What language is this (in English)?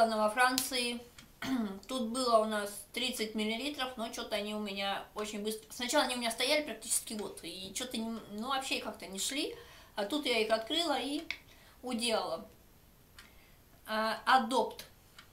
Russian